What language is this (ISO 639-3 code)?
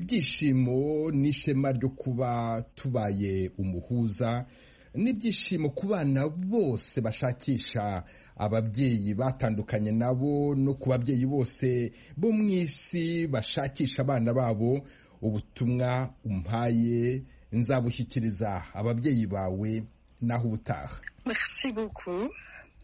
kin